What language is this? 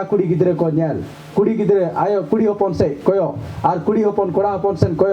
Santali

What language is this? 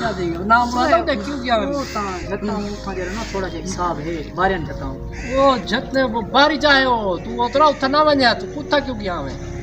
Saraiki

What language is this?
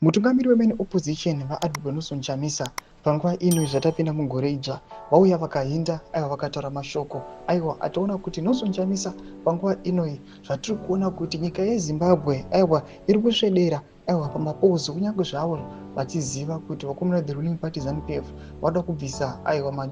Shona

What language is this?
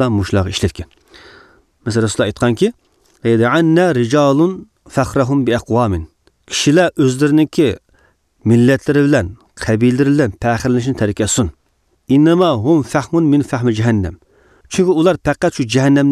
Uyghur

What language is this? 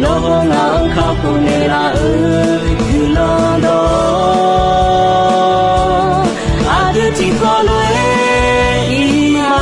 Akha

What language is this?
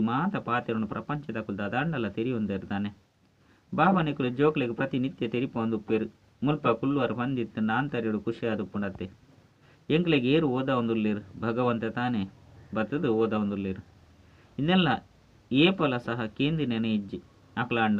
Tulu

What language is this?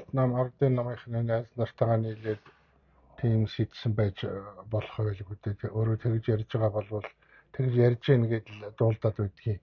Mongolian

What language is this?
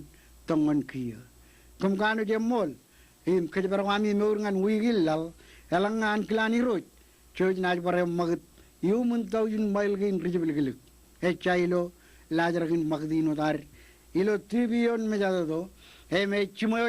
Marshallese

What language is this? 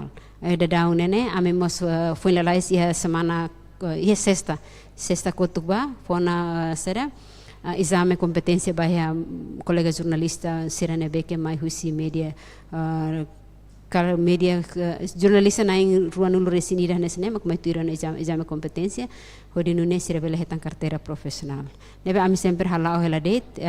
Tetum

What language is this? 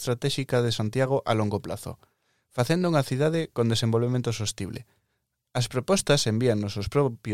Galician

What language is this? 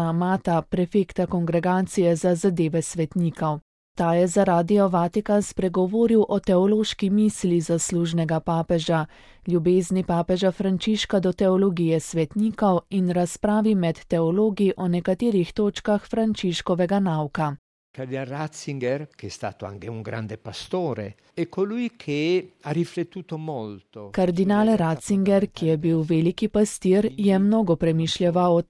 Slovenian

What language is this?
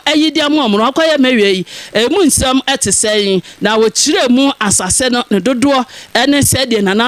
Akan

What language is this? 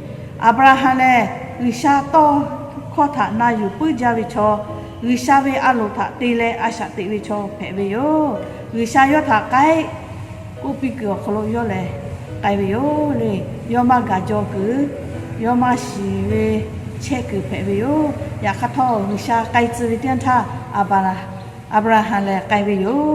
Lahu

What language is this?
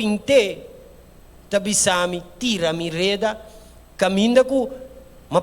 Papiamento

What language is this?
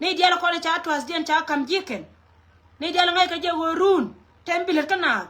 Nuer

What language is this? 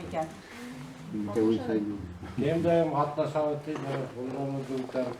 Bashkir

